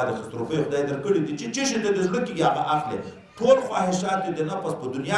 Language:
Pashto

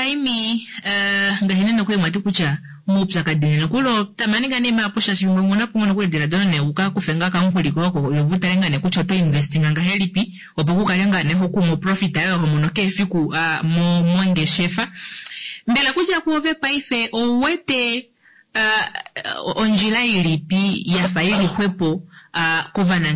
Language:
Kuanyama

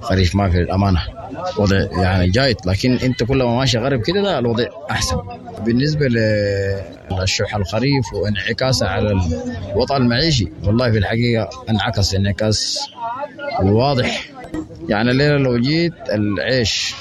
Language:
Sudanese Arabic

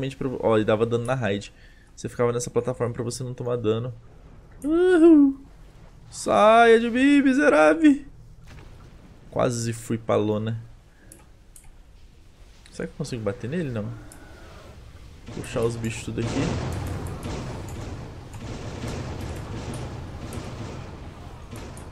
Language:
Portuguese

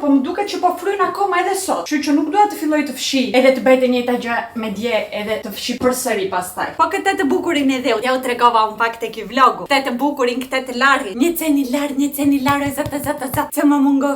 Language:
Albanian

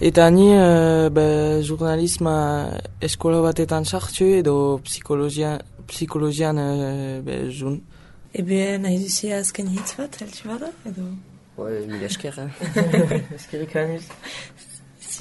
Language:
Basque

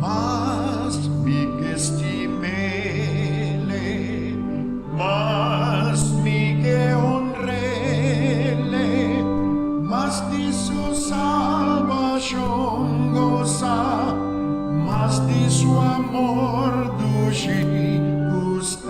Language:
Papiamento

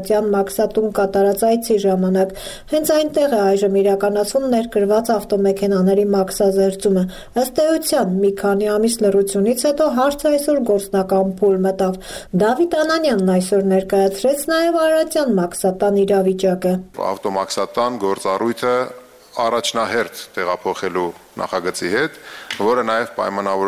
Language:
Armenian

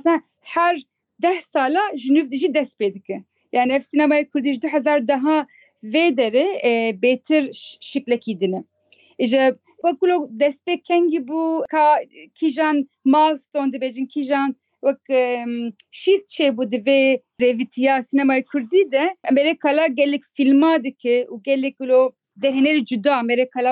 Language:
Kurdish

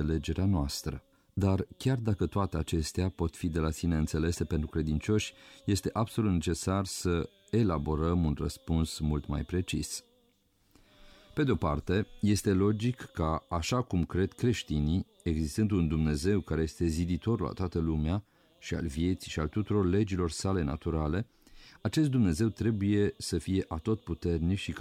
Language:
Romanian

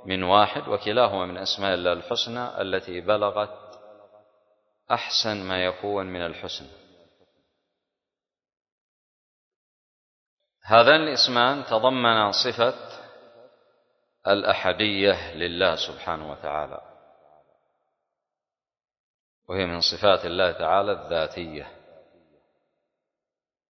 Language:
Arabic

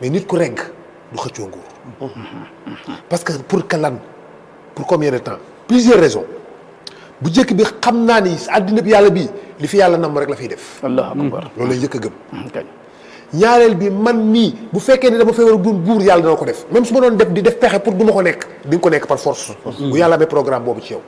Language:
Wolof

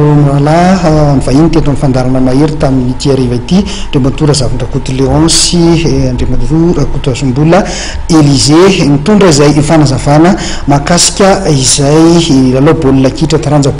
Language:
Malagasy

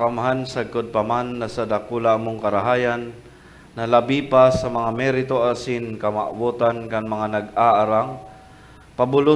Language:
Bikol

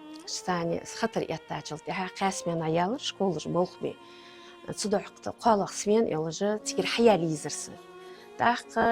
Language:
Ingush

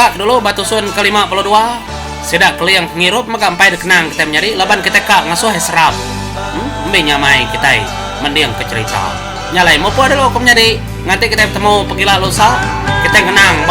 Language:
Iban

